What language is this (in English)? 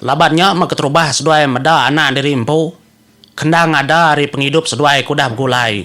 Iban